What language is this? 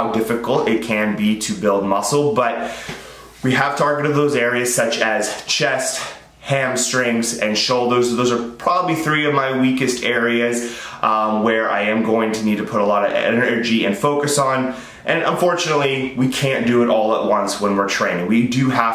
English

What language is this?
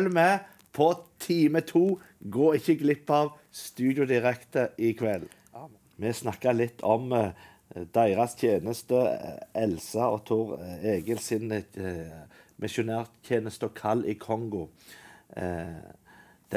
Norwegian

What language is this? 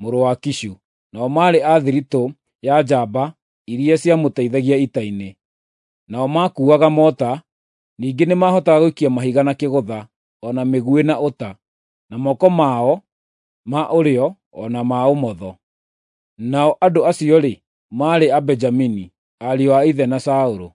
Kikuyu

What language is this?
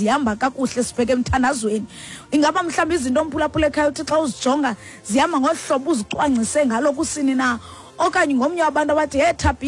Xhosa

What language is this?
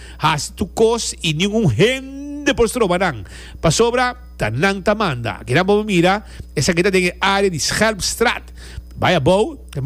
Papiamento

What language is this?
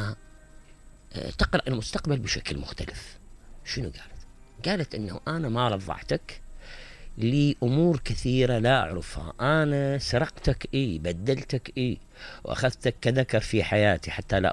Mesopotamian Arabic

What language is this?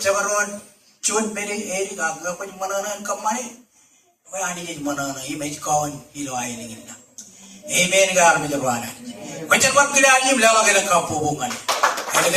Marshallese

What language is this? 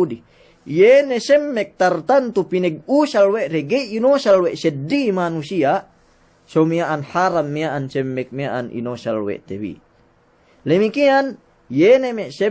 Yakan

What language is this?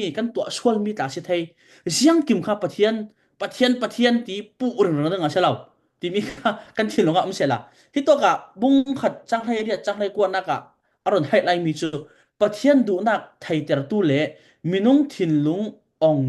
Falam Chin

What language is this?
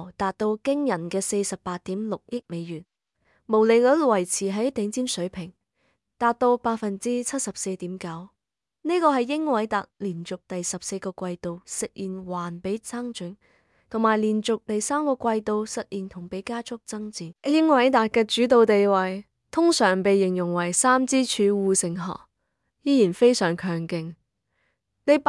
Cantonese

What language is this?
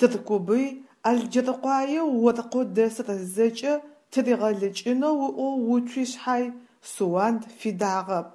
Adyghe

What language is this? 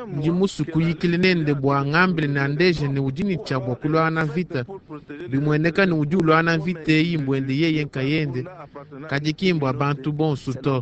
Luba-Lulua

